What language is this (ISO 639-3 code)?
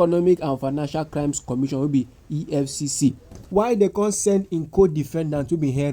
pcm